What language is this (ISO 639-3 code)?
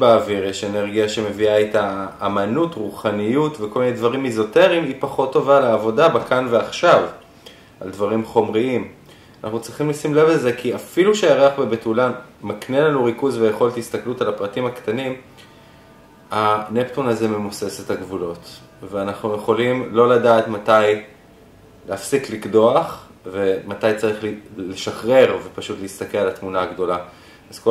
heb